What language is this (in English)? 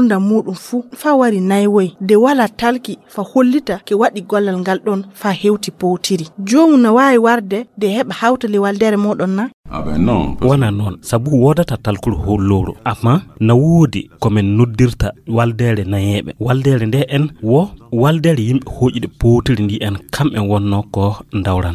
Fula